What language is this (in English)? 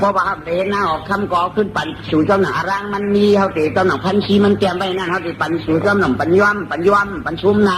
Shan